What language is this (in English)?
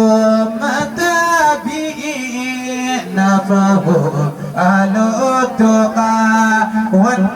Fula